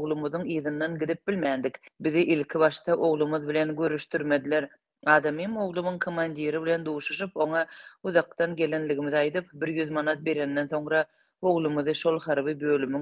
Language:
Turkmen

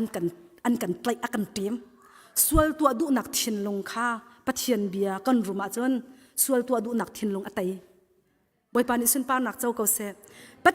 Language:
Hakha Chin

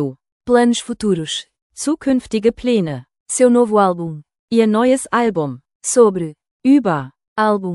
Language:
Portuguese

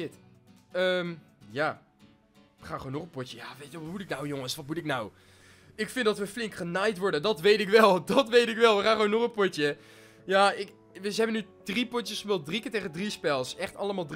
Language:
Dutch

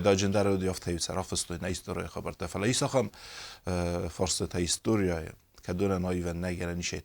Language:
Ossetic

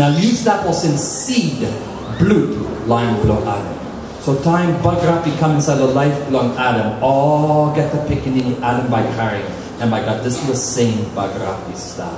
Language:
Tok Pisin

